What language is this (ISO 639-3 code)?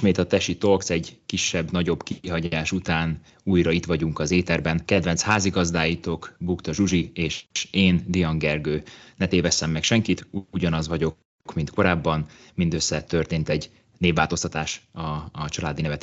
hun